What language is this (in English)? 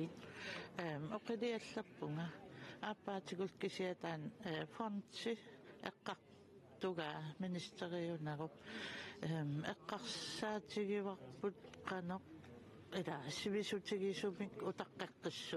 Kalaallisut